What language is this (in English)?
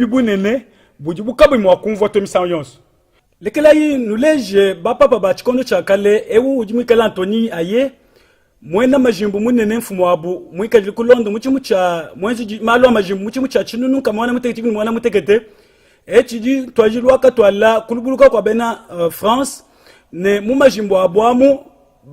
Luba-Lulua